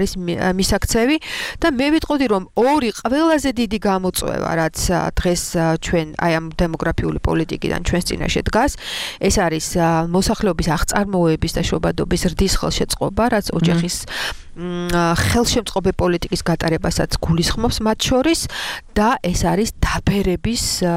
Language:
Georgian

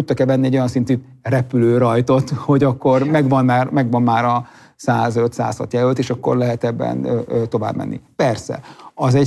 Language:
Hungarian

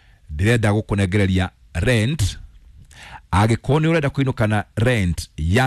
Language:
Kikuyu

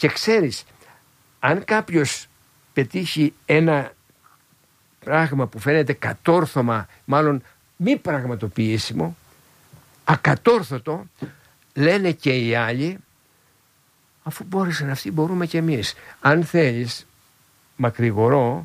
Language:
Greek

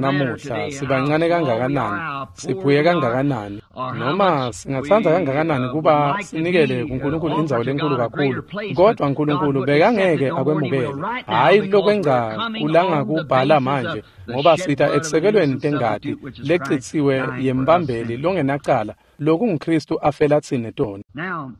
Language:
Swati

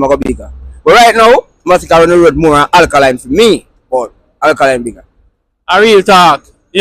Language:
Jamaican Creole English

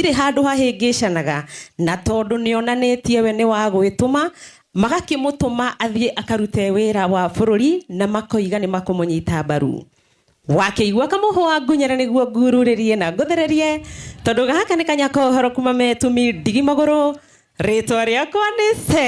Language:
Kikuyu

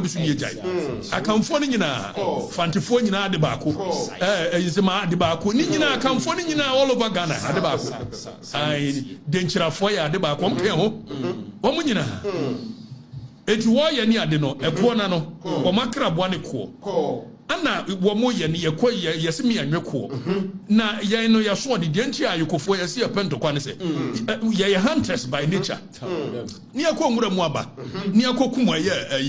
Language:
Akan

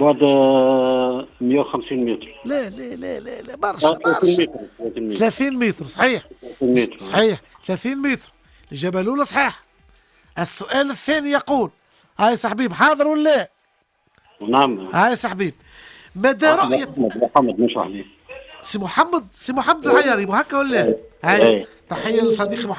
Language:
Tunisian Arabic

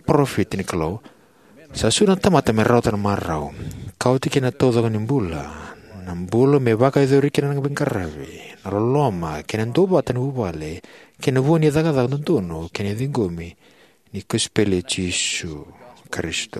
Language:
Fijian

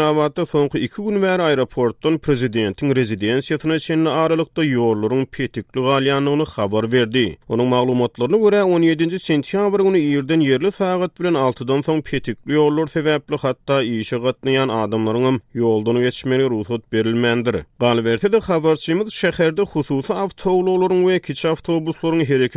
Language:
Turkmen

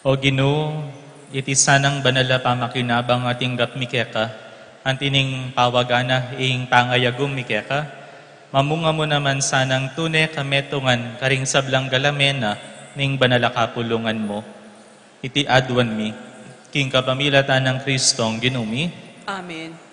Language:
Pampanga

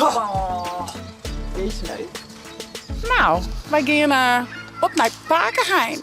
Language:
Western Frisian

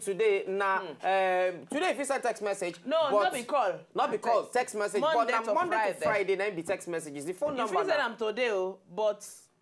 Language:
Nigerian Pidgin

